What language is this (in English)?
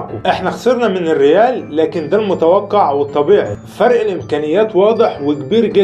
Egyptian Arabic